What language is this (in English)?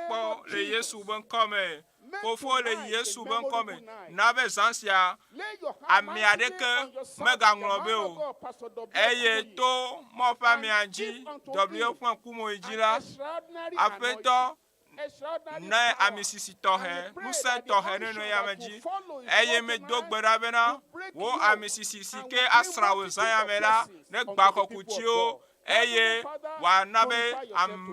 Ewe